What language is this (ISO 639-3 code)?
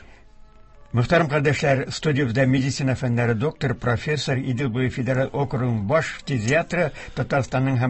tat